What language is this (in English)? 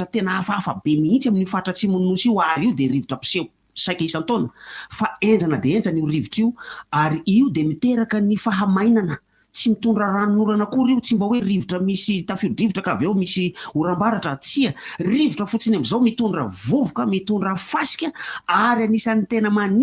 Malagasy